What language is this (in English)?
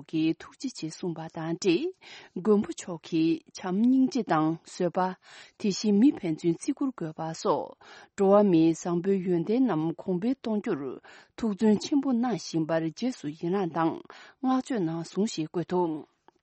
Tibetan